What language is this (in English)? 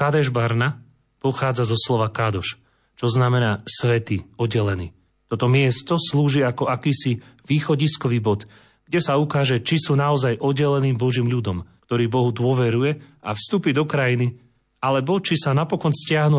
Slovak